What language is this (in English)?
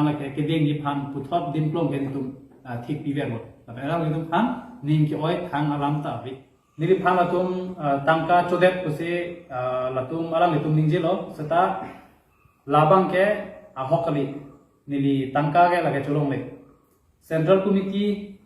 Karbi